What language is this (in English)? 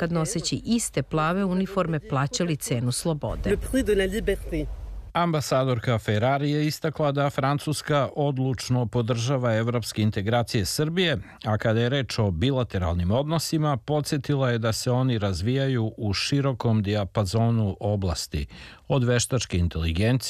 Serbian